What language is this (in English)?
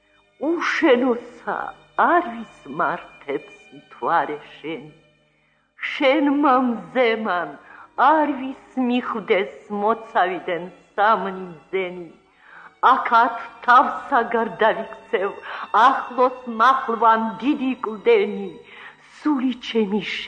Georgian